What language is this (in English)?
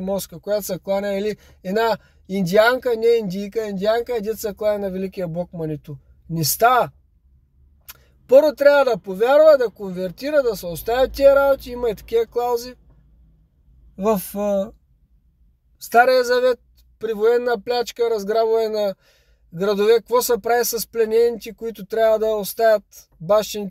Bulgarian